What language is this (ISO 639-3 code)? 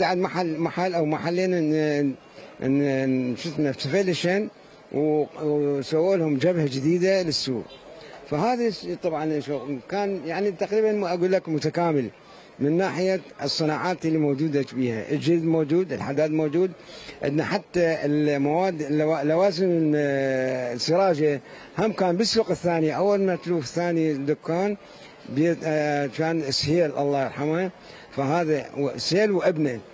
acm